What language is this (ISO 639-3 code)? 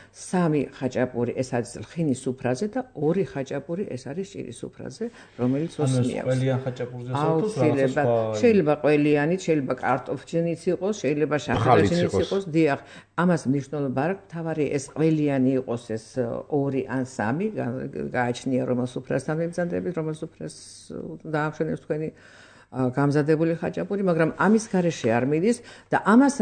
kat